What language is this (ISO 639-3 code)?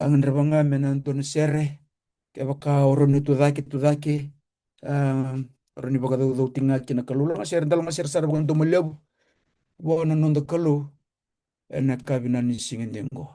fij